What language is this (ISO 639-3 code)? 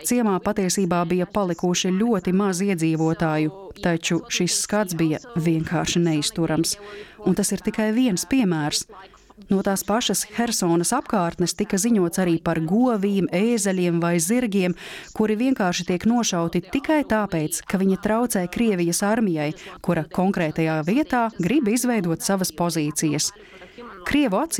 lav